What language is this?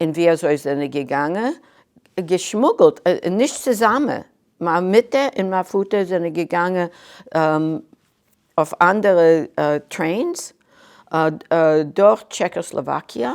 Yiddish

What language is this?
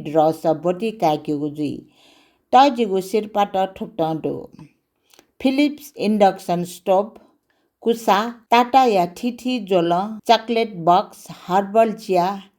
Newari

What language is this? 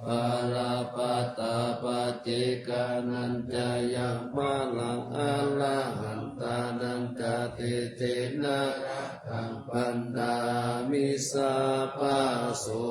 Pali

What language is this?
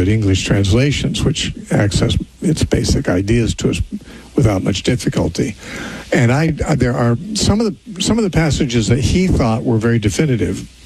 English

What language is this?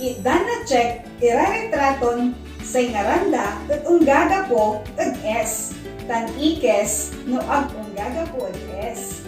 Pangasinan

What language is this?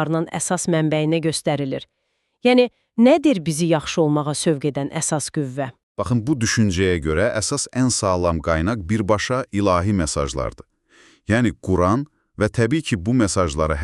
Azerbaijani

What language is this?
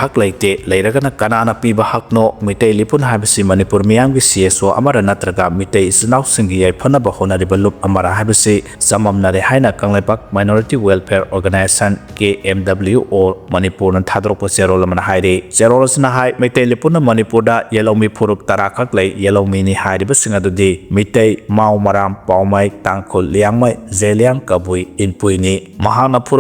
Manipuri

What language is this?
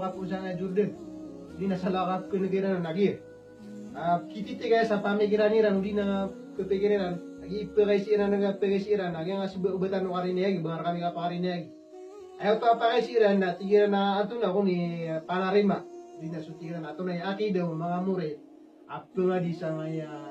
Maranao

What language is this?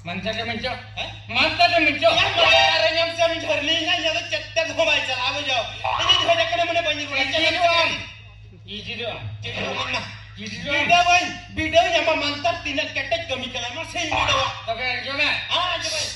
Santali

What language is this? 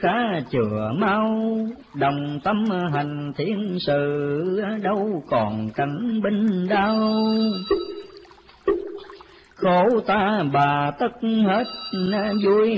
Vietnamese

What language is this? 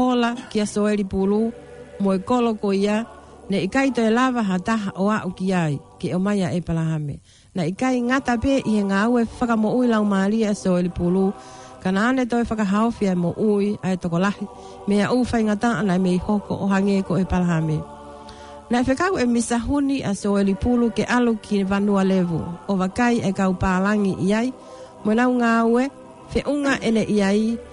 Tongan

